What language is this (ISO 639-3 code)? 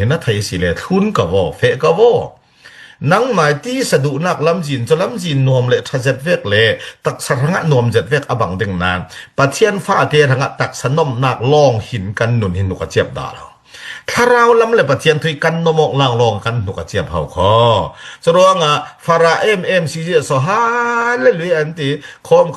cfm